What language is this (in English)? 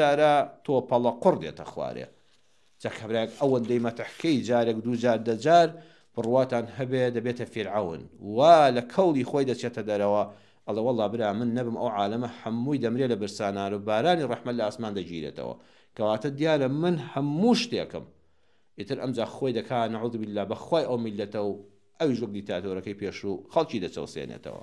Central Kurdish